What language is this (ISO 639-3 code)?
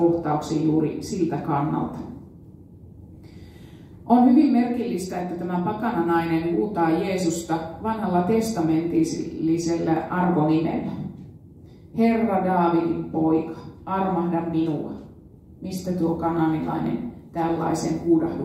fin